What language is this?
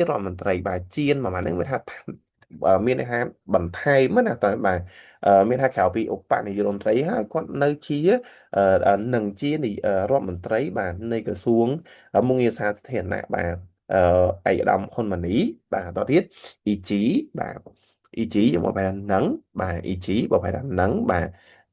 Khmer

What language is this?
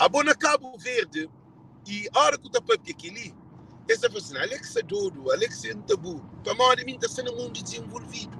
Kabuverdianu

